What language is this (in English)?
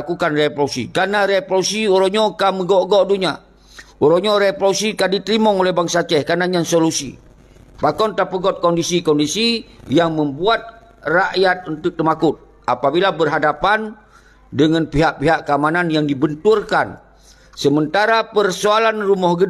Achinese